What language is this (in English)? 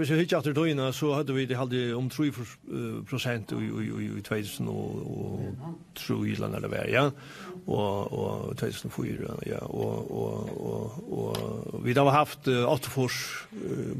Faroese